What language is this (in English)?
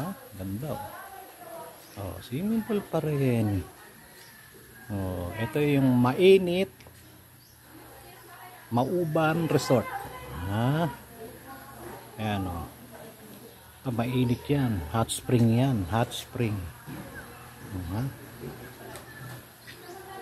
Filipino